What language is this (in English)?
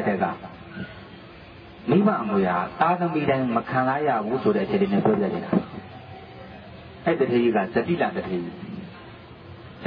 Burmese